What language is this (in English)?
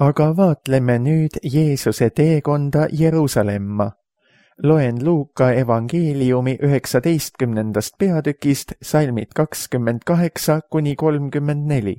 Estonian